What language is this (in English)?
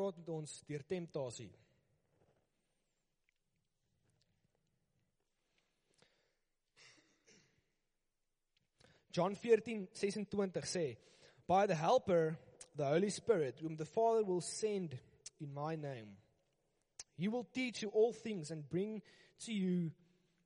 Afrikaans